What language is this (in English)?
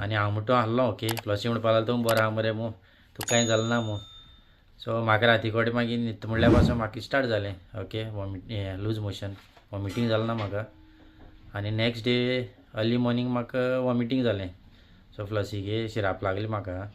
Konkani